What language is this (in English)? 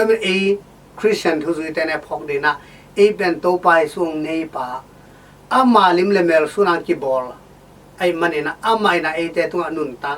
Tedim Chin